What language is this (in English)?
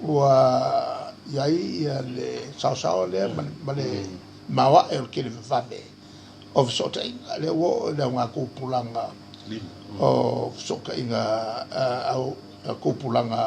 Samoan